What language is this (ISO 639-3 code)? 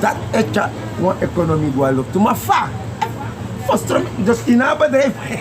srn